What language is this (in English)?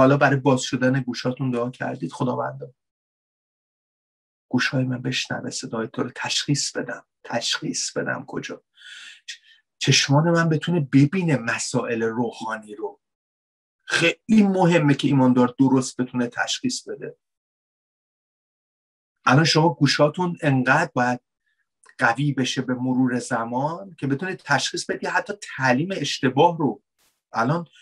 Persian